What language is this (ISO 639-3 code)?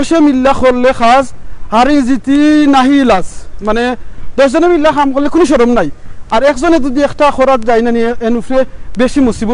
syl